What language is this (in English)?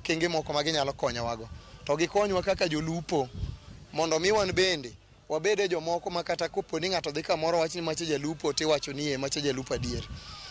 Luo (Kenya and Tanzania)